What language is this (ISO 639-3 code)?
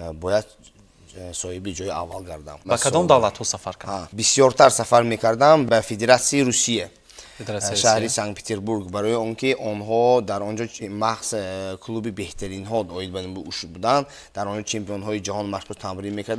tgk